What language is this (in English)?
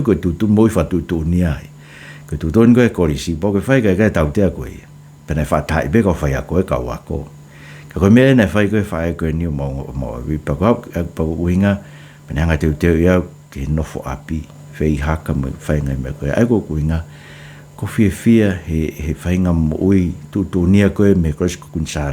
Tongan